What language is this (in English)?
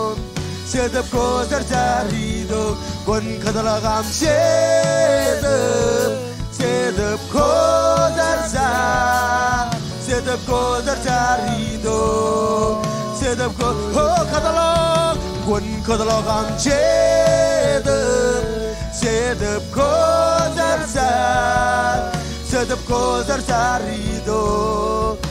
Marshallese